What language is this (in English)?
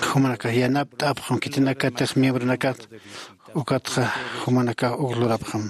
Aymara